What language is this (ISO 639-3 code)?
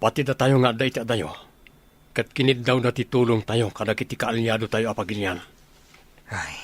ilo